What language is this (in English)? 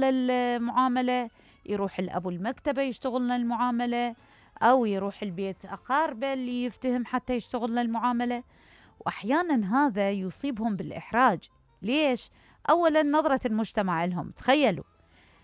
Mesopotamian Arabic